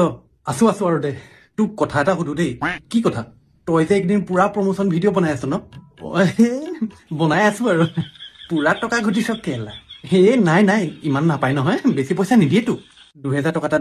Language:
Assamese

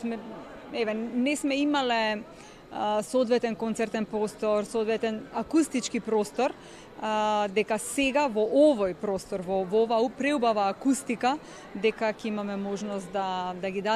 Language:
Macedonian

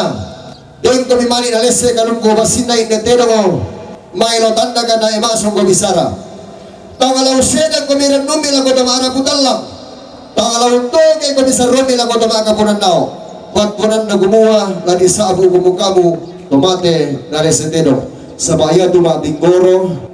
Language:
Toraja-Sa'dan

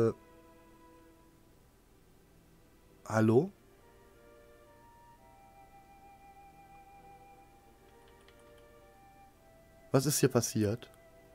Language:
German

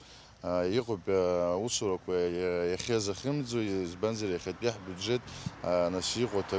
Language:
Abkhazian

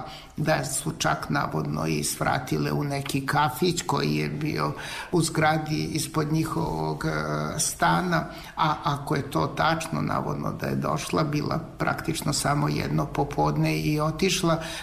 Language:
Serbian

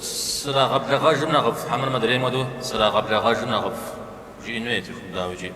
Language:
Kabardian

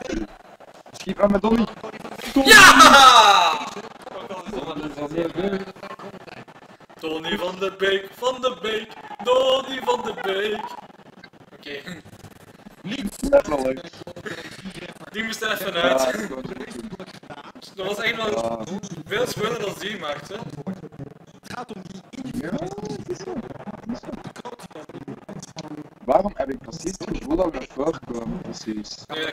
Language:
Dutch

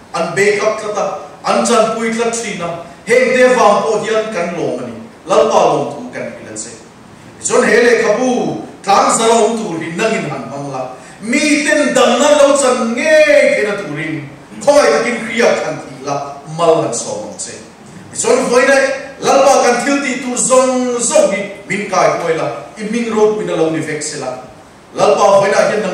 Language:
Mizo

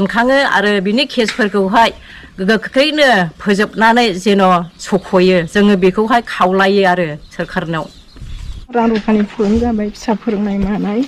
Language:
Bodo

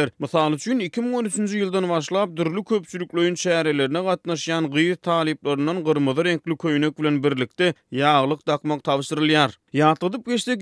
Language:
Turkmen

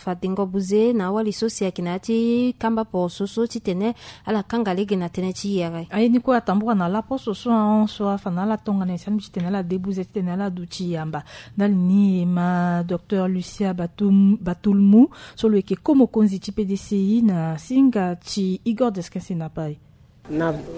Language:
Sango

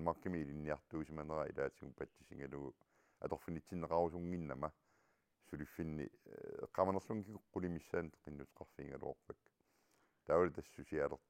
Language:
Kalaallisut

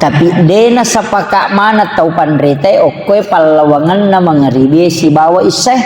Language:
Buginese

